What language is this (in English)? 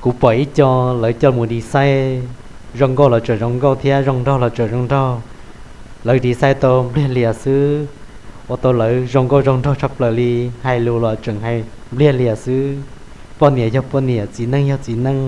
Hmong